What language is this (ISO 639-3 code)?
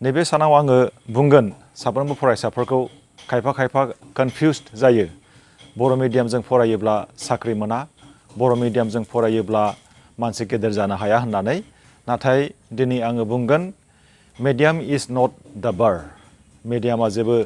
brx